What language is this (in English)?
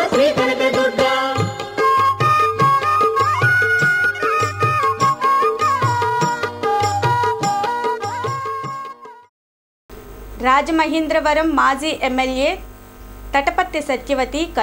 Telugu